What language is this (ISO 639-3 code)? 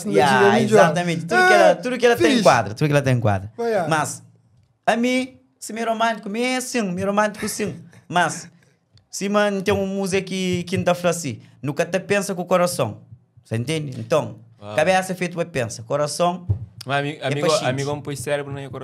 kea